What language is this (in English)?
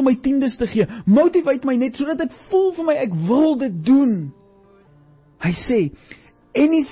Afrikaans